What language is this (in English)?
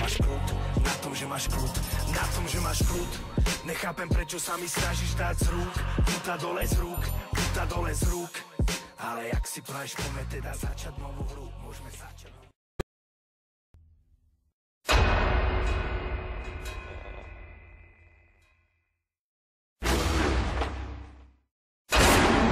Slovak